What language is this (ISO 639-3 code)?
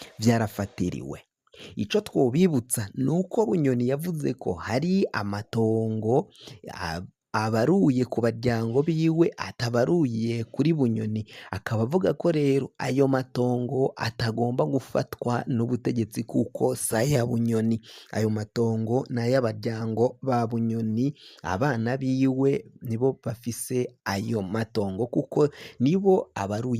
run